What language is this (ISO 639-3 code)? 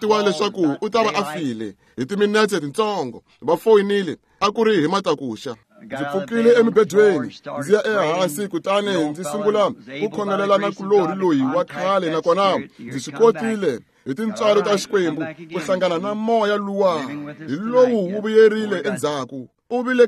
tso